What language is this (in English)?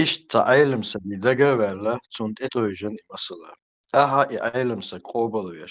Chechen